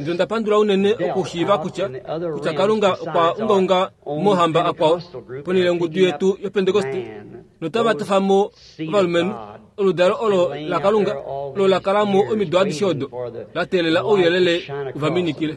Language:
Kuanyama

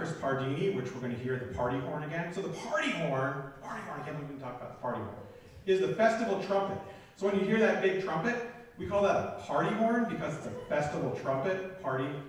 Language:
English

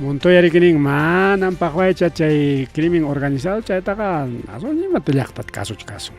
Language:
Ayacucho Quechua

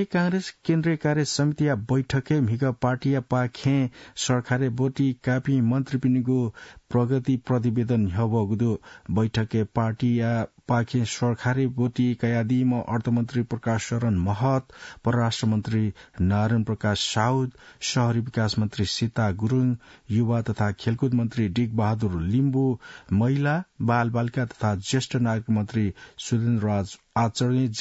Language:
Newari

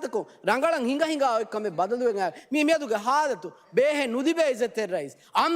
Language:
Divehi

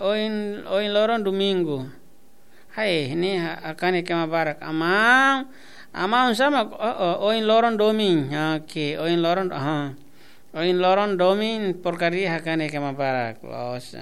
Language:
Tetum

